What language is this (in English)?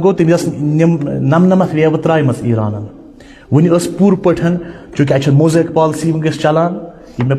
Kashmiri